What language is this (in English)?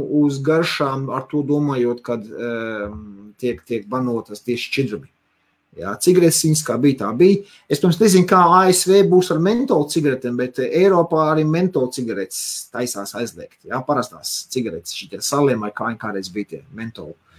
Latvian